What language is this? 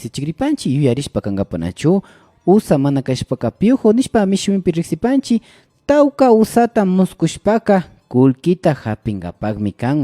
Imbabura Highland Quichua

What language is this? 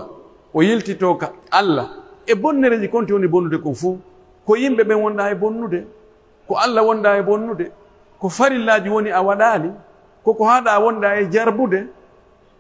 Pular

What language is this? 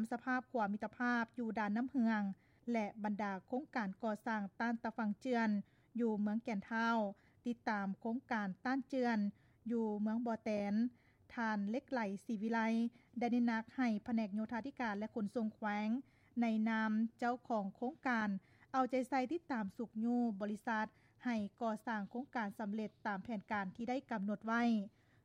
Lao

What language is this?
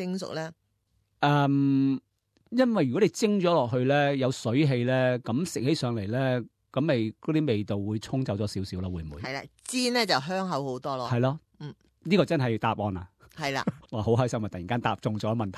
Cantonese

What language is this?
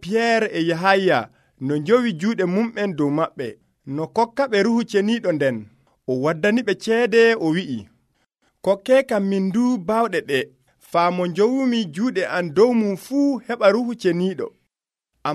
Nigerian Fulfulde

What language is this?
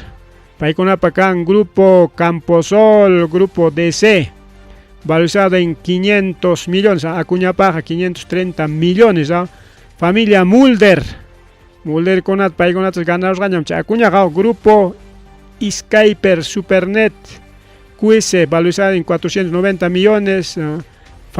Ayacucho Quechua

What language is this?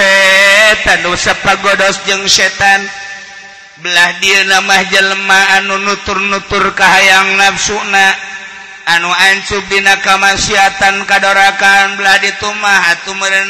Sundanese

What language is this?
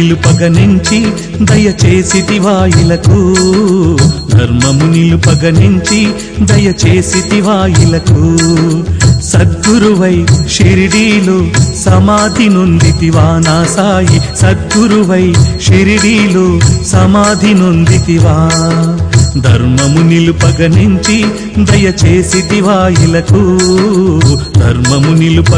Telugu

